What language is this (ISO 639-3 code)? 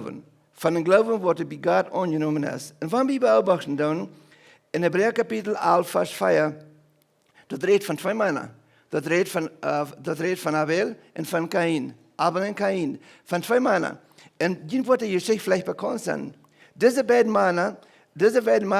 pdt